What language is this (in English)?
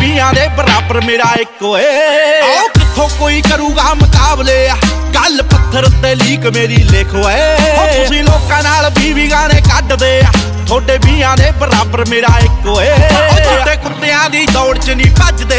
Punjabi